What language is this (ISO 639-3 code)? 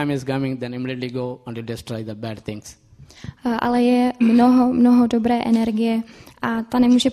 ces